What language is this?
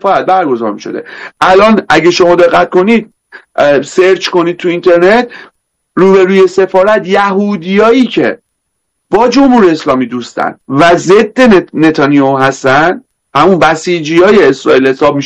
Persian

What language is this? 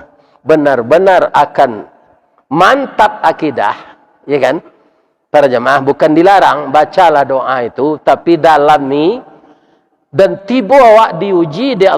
Minangkabau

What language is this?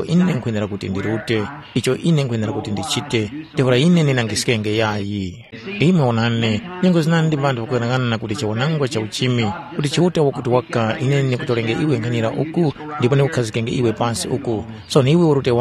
Tumbuka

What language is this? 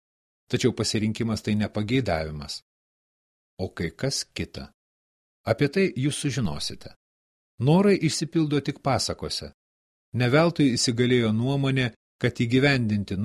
Lithuanian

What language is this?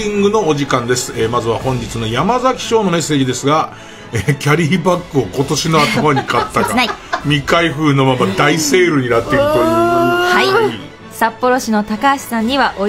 Japanese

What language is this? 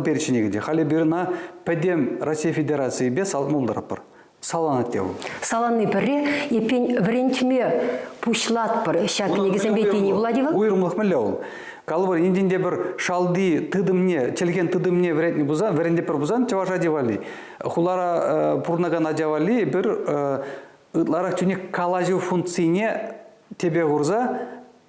Chuvash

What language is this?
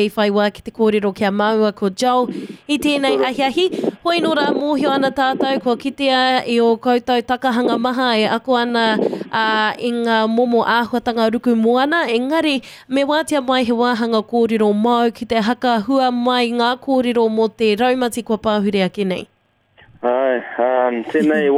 Māori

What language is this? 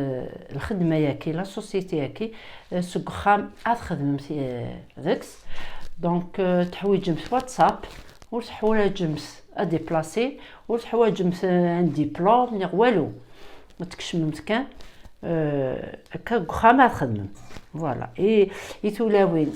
Kabyle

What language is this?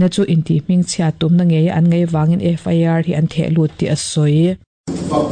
Mizo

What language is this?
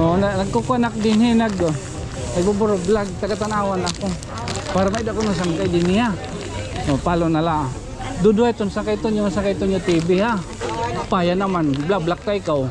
Waray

